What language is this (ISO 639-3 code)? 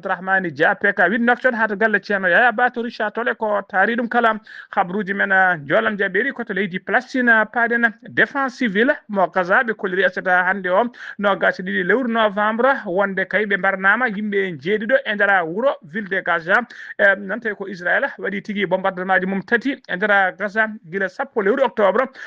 ful